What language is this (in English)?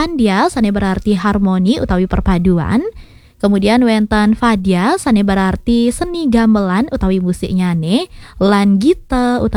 Balinese